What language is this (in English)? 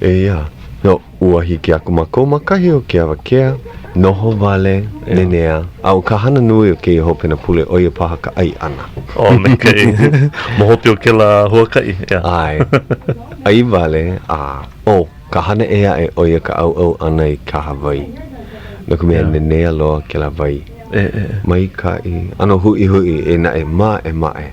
Hawaiian